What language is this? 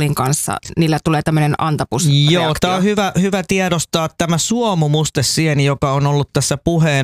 Finnish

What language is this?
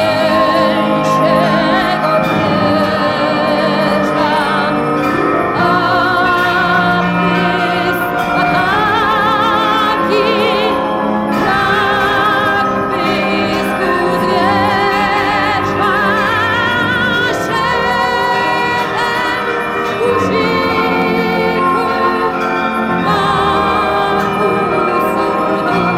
Polish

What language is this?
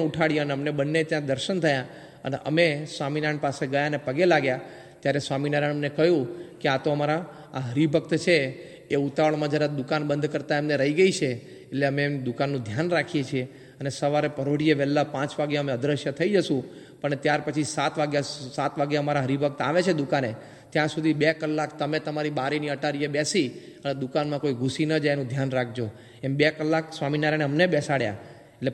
Gujarati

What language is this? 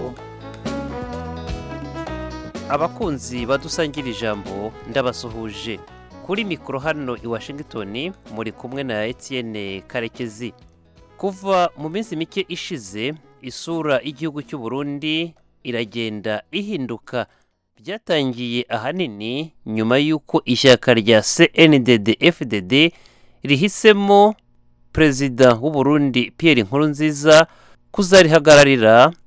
Kinyarwanda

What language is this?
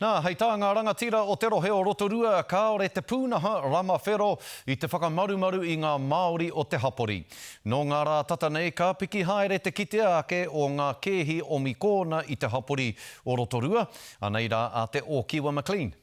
Māori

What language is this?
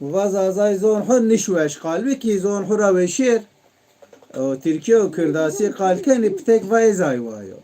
Zaza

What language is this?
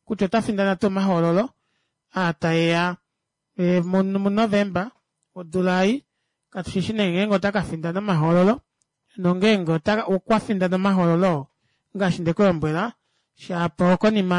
Kuanyama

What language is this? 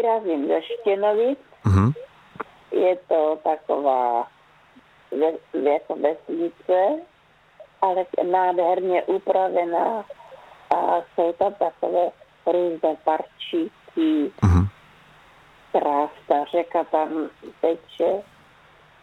Czech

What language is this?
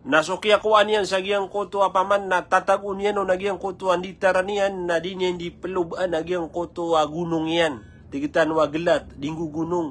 Maranao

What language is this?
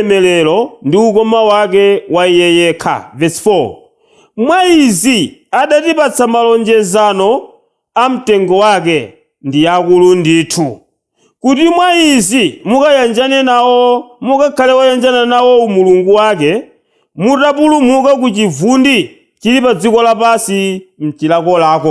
Nyanja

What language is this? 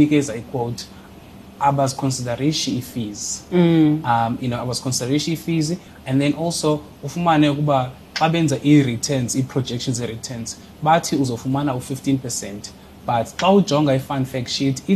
Xhosa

